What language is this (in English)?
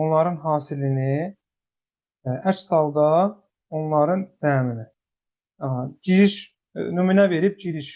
Azerbaijani